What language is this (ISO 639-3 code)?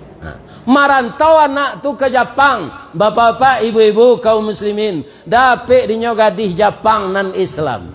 min